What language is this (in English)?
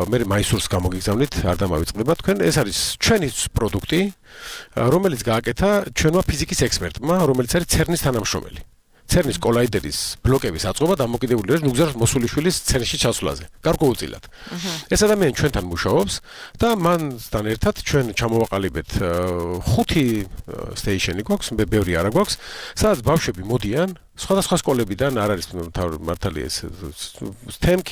Georgian